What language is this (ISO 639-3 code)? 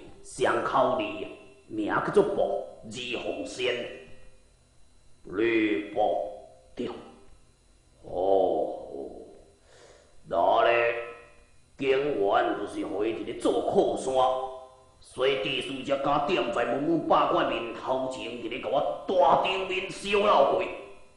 nan